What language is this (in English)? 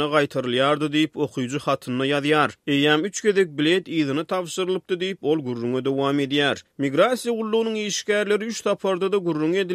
Turkmen